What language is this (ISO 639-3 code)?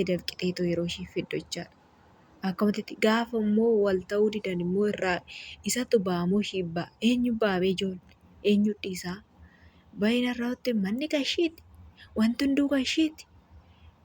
orm